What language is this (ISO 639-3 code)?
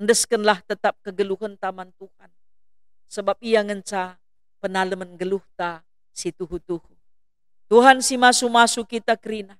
btx